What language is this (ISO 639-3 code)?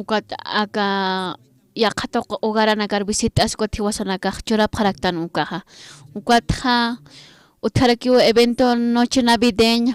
aym